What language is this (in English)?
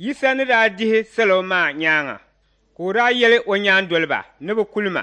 Dagbani